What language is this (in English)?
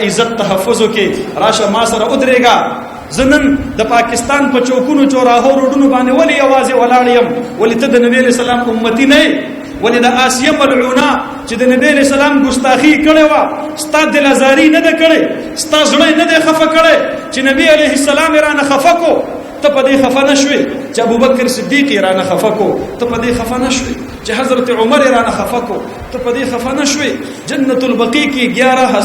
Pashto